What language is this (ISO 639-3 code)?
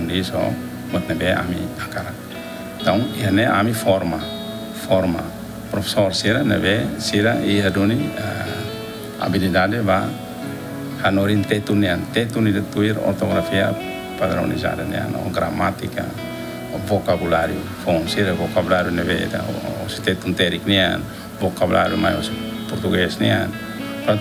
tet